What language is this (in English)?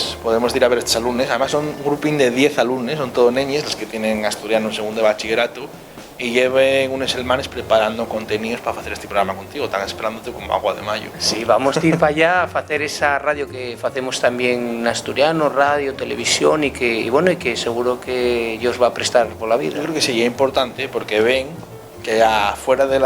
Asturian